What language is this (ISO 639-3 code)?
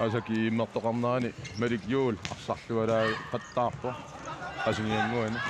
kal